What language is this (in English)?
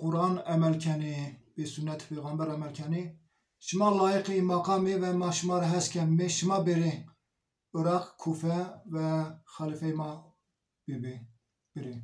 Zaza